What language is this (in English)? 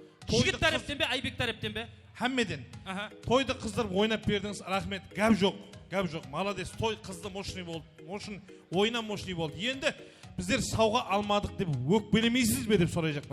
Kara-Kalpak